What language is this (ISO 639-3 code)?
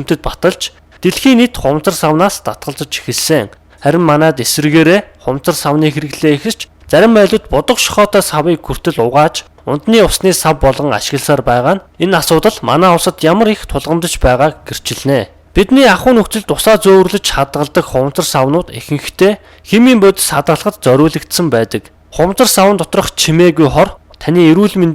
mon